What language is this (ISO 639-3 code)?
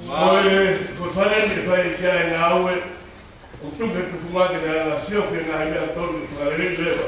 ton